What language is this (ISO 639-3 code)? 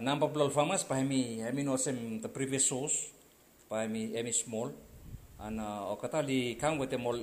bis